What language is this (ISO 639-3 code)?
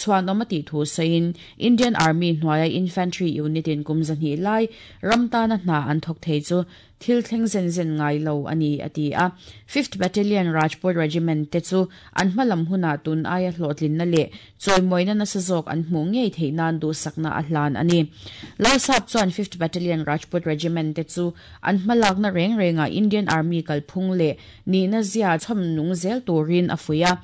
lus